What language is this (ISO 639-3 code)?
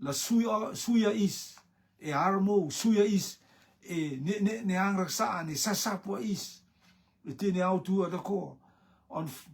rtm